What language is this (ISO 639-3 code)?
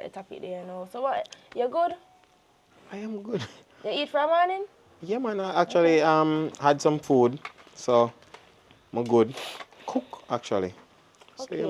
jam